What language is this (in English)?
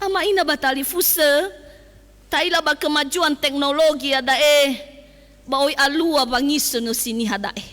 Nias